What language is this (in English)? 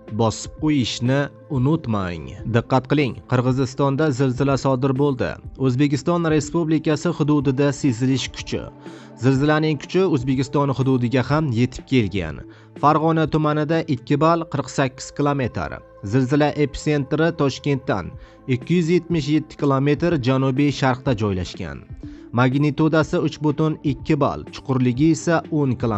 Uzbek